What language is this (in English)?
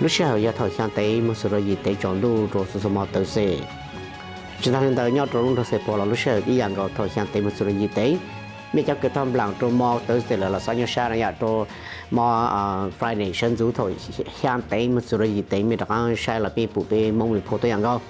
Hmong